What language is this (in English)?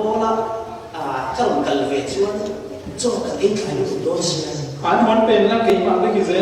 Falam Chin